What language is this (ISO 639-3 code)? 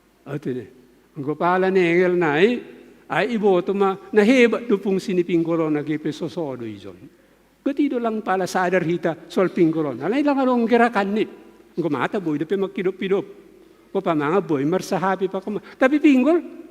bts